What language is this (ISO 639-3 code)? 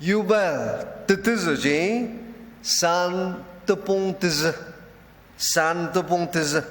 njo